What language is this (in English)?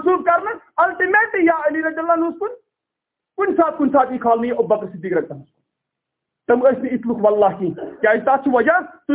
Kashmiri